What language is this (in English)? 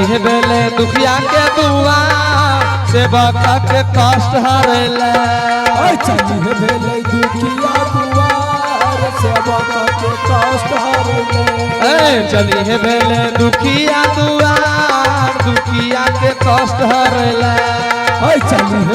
Angika